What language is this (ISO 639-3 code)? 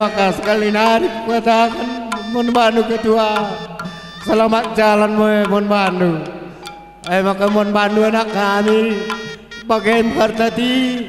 btx